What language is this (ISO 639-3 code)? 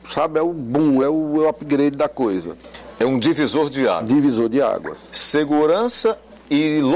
por